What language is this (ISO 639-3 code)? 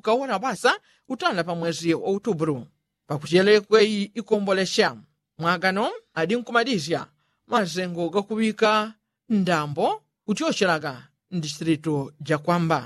yao